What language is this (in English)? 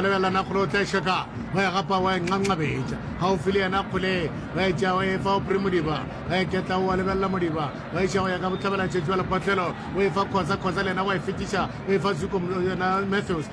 Northern Sotho